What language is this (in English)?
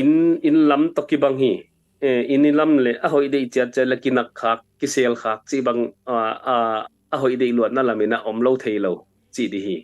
Tedim Chin